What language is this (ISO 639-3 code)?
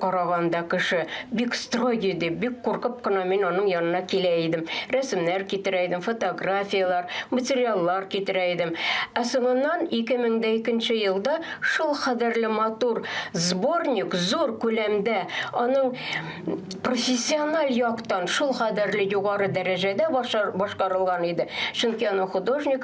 tat